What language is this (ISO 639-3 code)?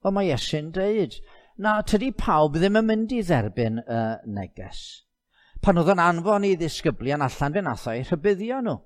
cym